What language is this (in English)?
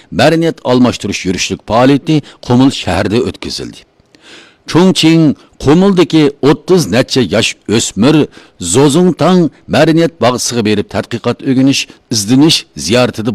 Uyghur